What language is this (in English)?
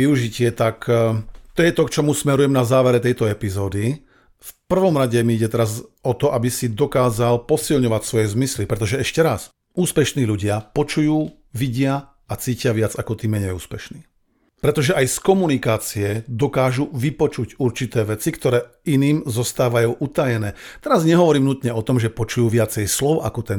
Slovak